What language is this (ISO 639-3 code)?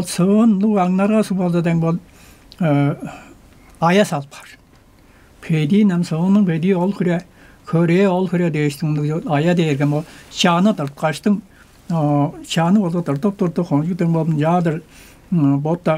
tyv